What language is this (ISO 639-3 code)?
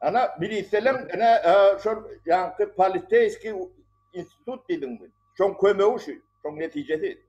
tuk